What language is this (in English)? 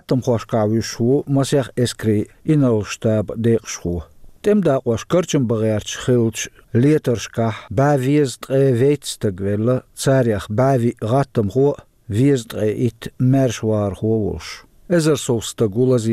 Chechen